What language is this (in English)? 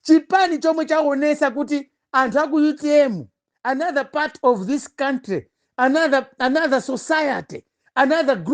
Nyanja